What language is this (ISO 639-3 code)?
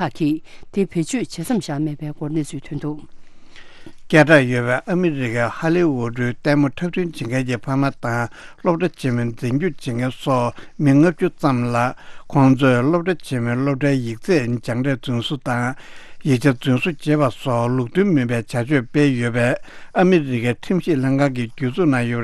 bod